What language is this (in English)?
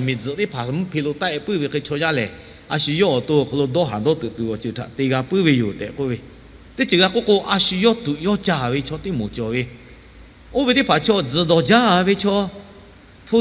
Lahu